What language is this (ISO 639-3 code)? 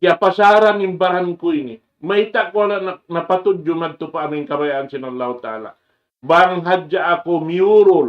tsg